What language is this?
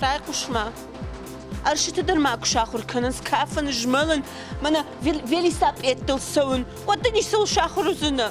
Ossetic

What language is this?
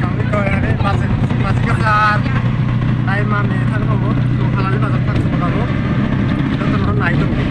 Kok Borok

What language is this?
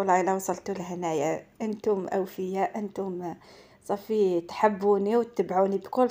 Algerian Arabic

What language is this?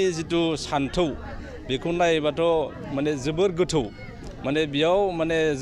Bodo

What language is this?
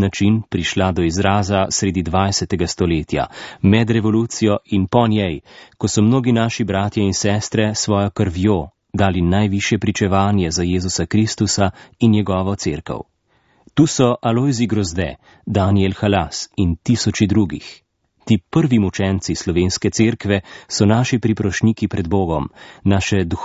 Slovenian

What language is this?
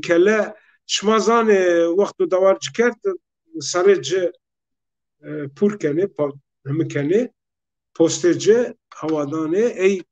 Zaza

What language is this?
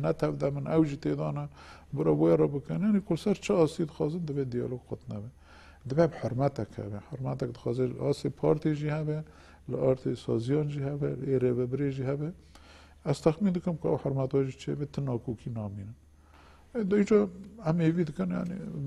Kurdish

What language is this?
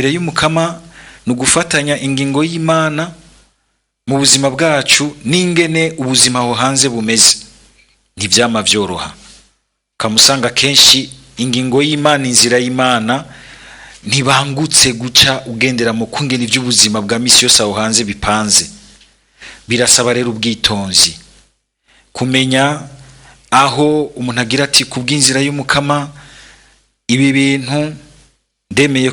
Rundi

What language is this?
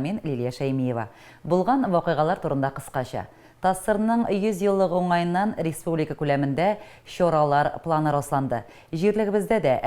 Tatar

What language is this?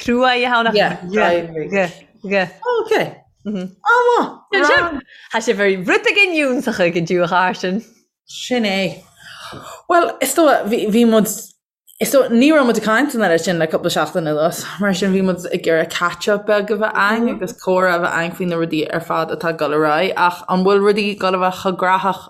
Irish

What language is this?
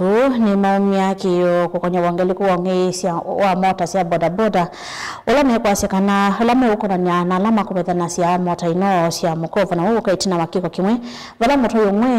Kamba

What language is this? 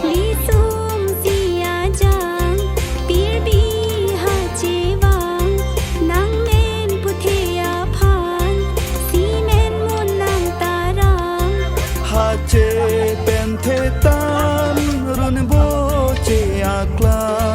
Karbi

